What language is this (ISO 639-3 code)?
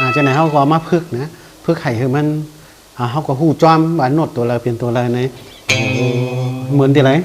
shn